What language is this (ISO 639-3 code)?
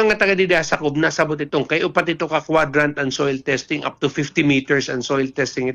war